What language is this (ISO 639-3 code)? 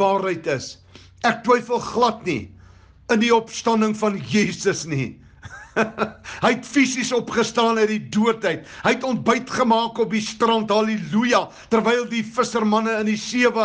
afr